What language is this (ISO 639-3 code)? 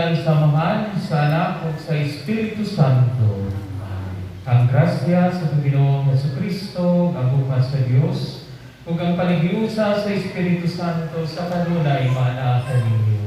ceb